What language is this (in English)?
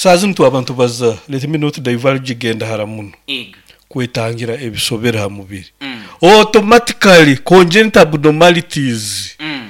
Nyoro